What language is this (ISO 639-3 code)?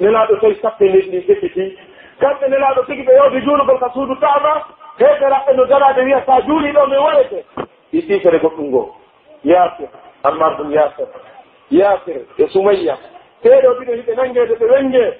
fuf